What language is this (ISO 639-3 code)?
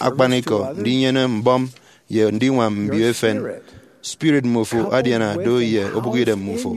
efi